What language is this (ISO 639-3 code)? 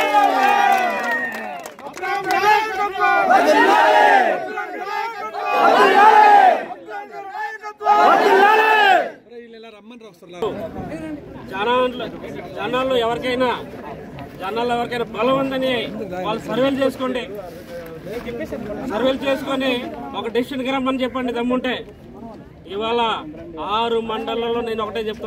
tel